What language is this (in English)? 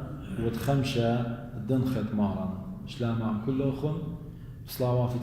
Assyrian Neo-Aramaic